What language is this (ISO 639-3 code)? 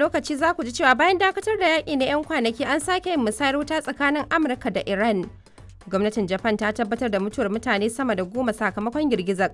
hau